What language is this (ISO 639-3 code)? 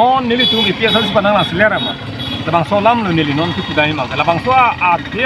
mjw